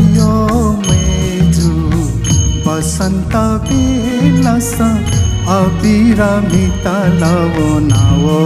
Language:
Newari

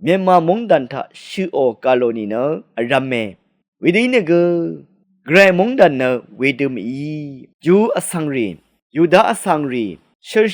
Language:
Rawang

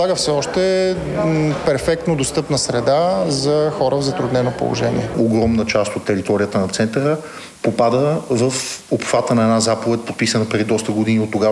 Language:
Bulgarian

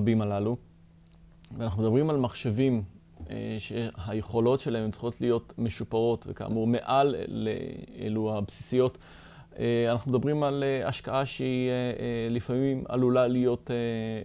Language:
Hebrew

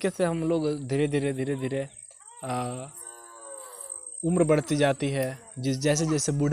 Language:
Hindi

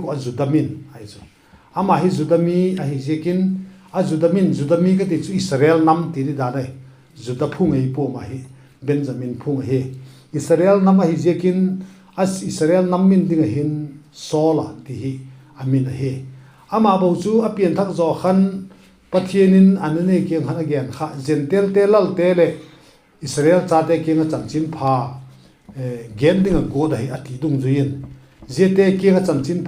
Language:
Vaiphei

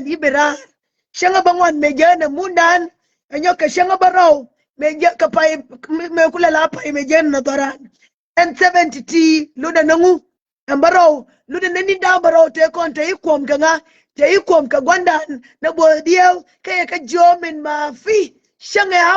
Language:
Nuer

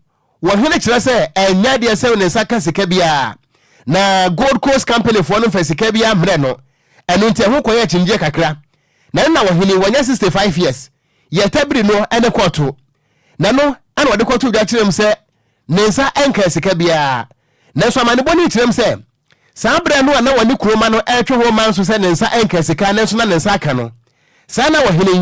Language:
Akan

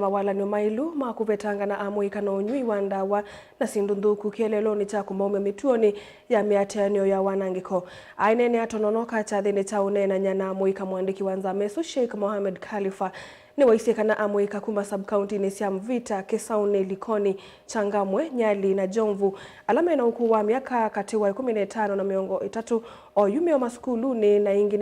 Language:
Kamba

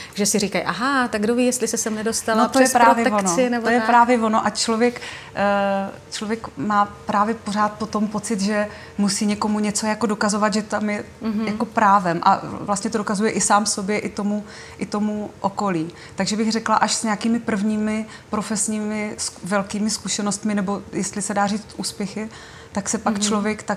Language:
Czech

